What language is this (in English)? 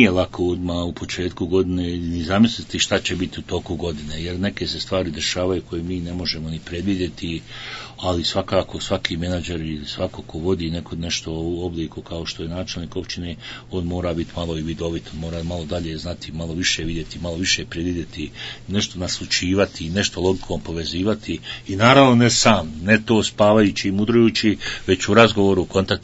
Bosnian